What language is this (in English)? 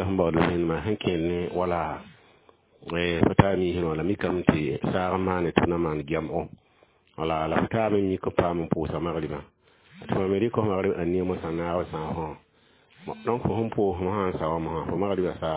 Mossi